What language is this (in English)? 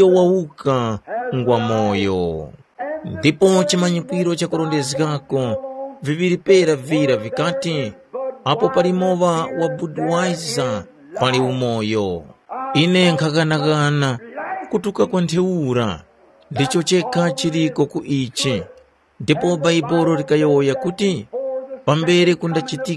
Tumbuka